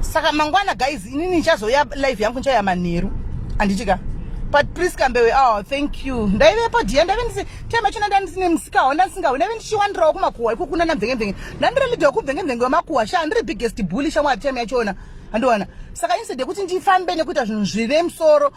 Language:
Shona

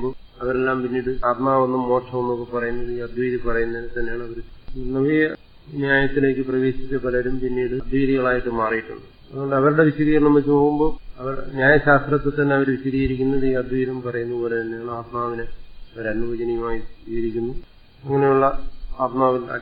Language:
Malayalam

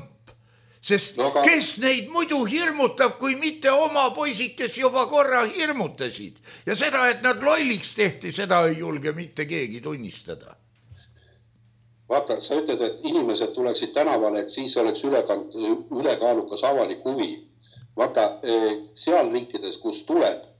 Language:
Estonian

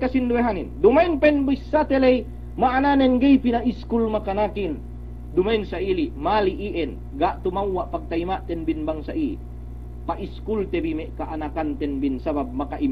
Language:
Yakan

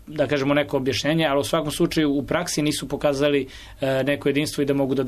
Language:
Serbian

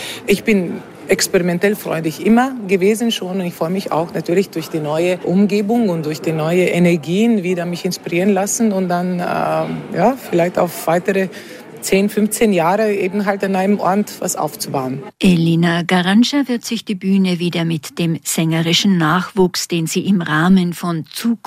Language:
German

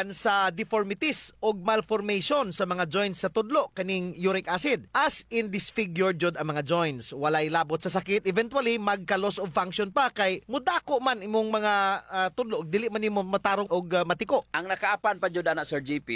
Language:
Cebuano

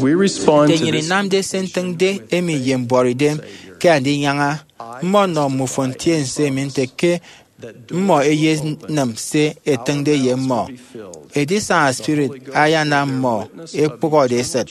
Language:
Efik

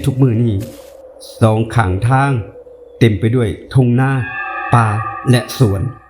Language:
Northeastern Thai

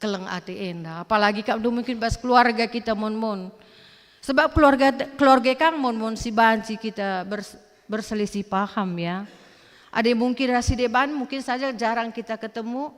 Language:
Batak Karo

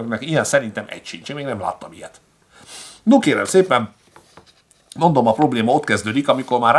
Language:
Hungarian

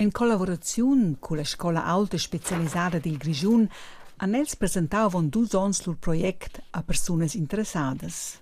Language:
Romansh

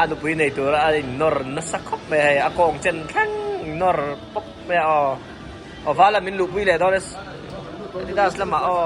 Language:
Mizo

